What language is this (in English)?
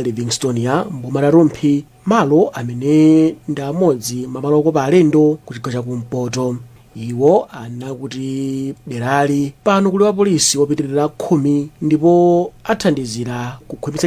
Nyanja